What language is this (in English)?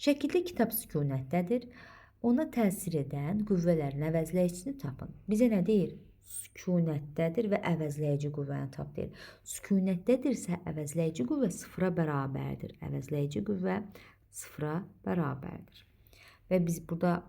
Azerbaijani